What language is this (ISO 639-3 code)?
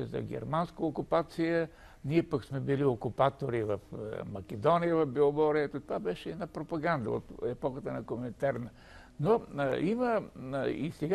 bul